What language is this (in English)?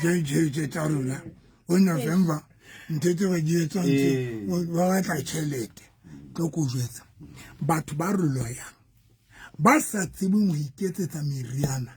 Southern Sotho